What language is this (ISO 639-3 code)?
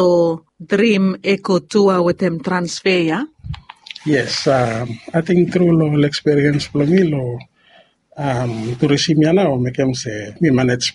bis